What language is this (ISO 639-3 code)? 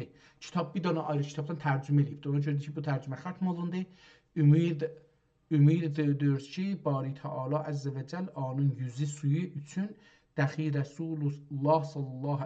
azb